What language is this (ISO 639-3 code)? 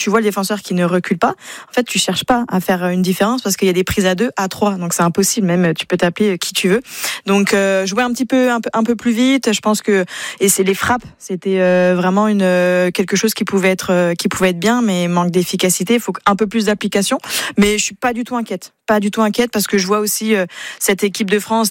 fra